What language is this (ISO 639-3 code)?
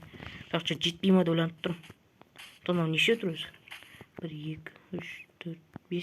kaz